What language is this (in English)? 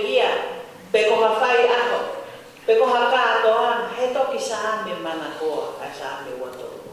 Tongan